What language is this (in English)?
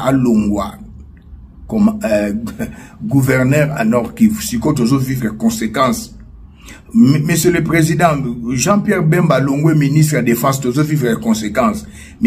Lingala